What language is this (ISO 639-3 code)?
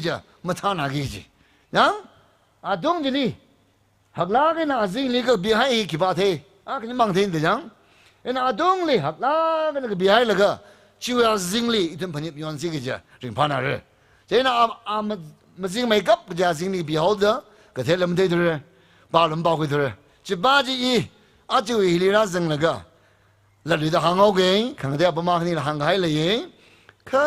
nmf